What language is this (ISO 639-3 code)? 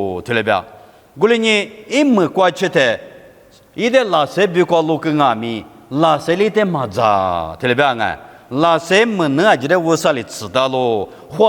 lis